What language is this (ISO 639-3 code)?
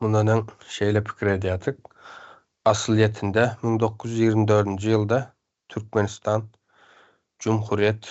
tuk